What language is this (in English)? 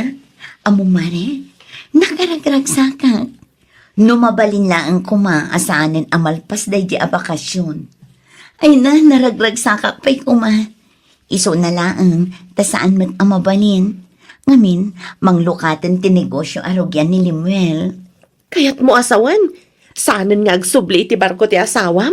Iloko